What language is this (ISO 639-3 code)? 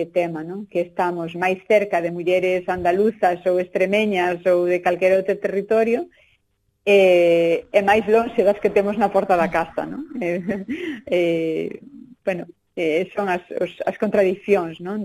glg